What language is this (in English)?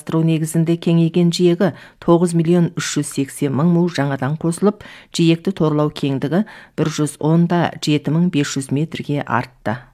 Kazakh